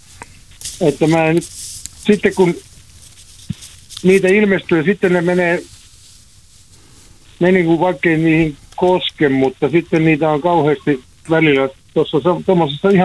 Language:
Finnish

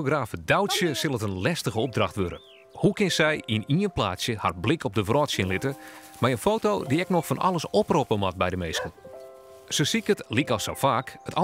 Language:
Western Frisian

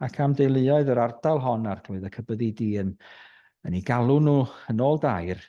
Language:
Welsh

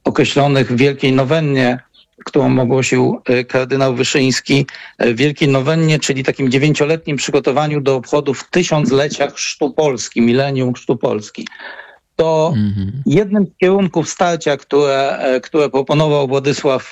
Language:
Polish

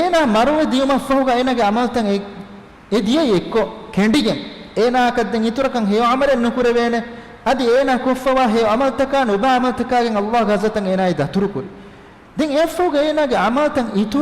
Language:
Divehi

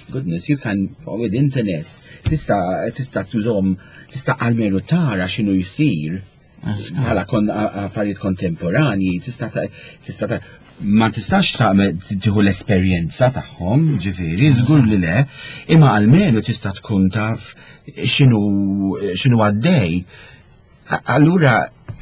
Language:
Maltese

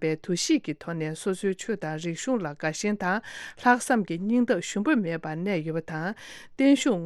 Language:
Tibetan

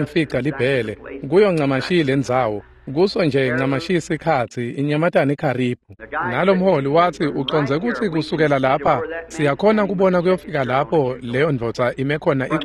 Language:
Swati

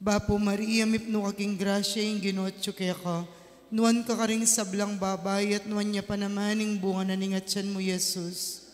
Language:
Pampanga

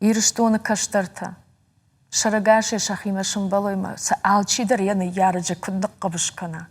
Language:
Ossetic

